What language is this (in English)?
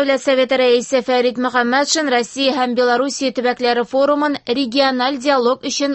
Tatar